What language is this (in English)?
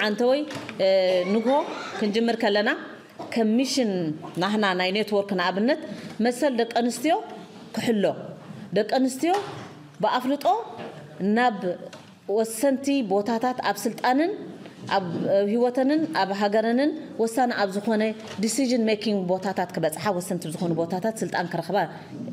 Tigrinya